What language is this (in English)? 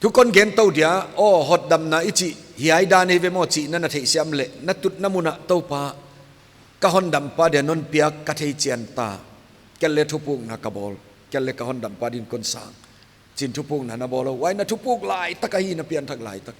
Paite Chin